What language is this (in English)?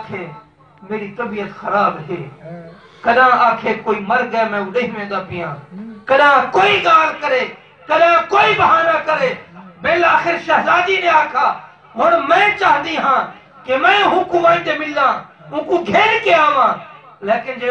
Saraiki